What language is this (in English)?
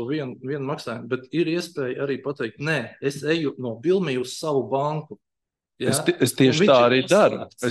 Latvian